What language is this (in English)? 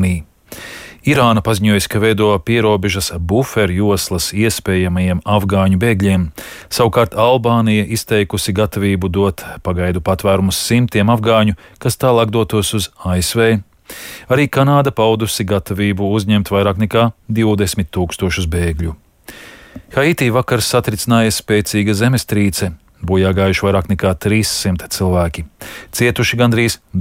Latvian